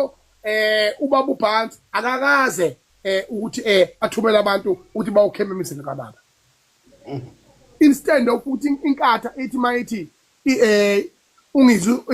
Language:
Zulu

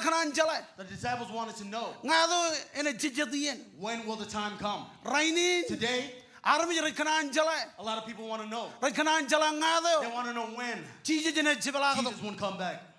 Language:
Marshallese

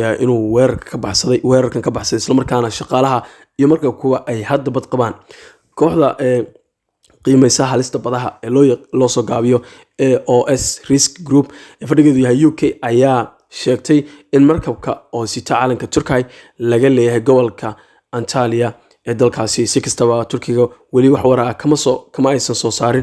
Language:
Somali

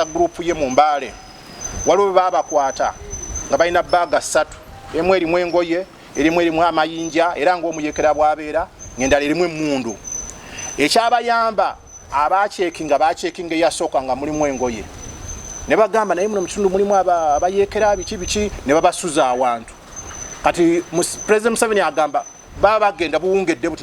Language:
Ganda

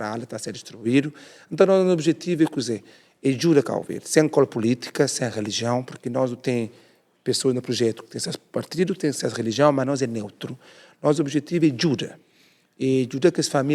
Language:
Kabuverdianu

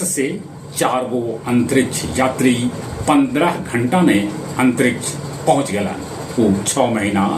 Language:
Magahi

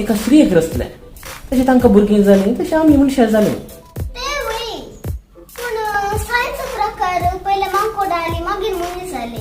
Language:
Konkani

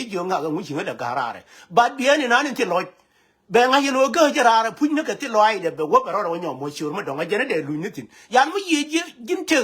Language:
Nuer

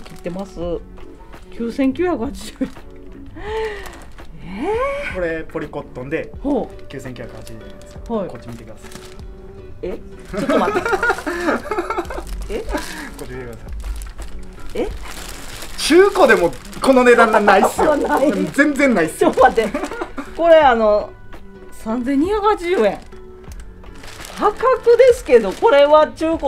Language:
Japanese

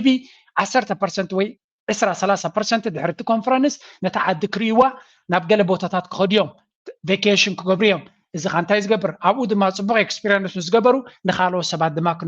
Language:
Tigrinya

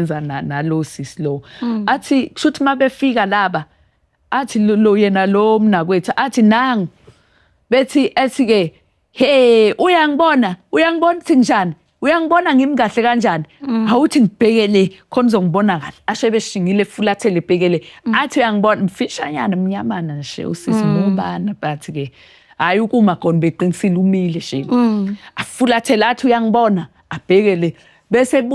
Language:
Zulu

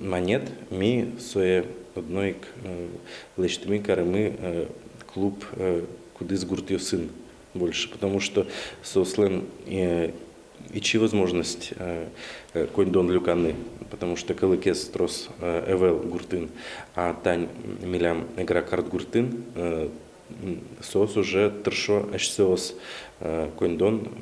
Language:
Udmurt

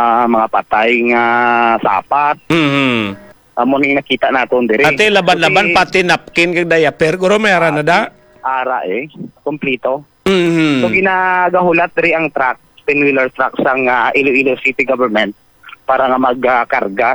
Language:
Hiligaynon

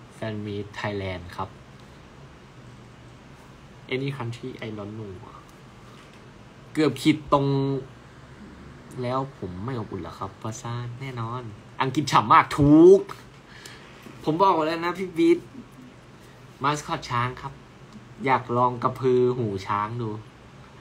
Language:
Thai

